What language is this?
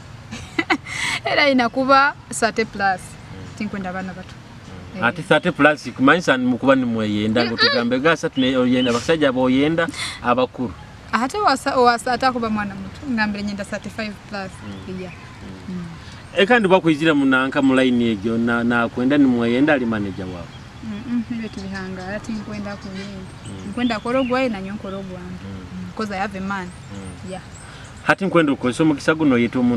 Nyoro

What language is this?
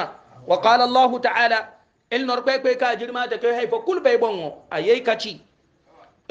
Hausa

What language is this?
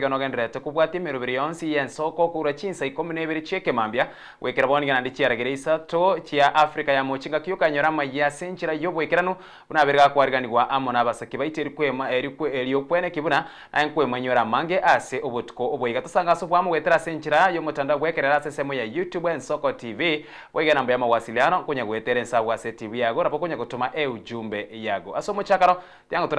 Gusii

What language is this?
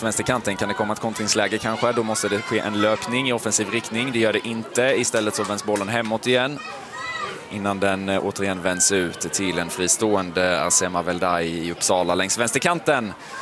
Swedish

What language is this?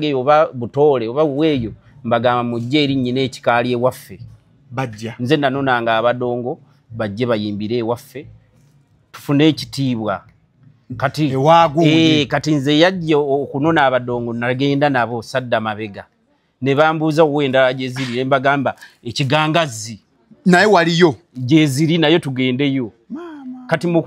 Ganda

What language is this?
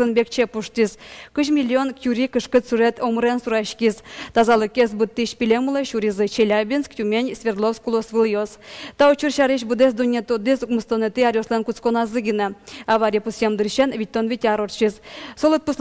Udmurt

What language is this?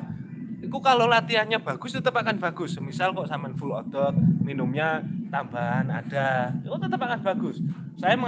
Indonesian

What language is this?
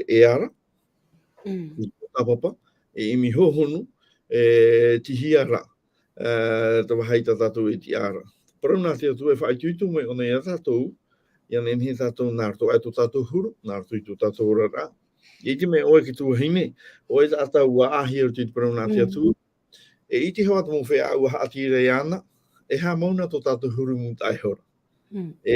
Tahitian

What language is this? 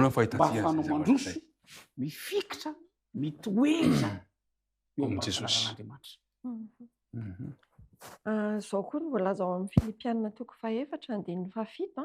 Malagasy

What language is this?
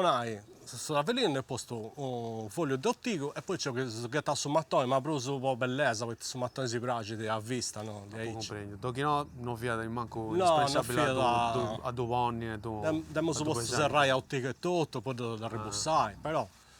Sardinian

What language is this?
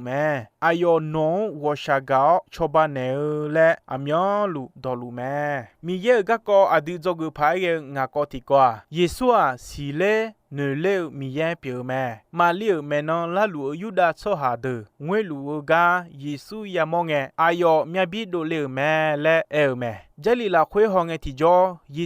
Akha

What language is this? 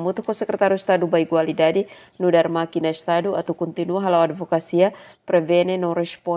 Tetum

